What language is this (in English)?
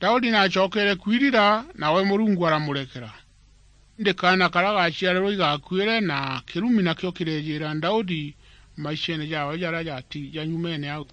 Meru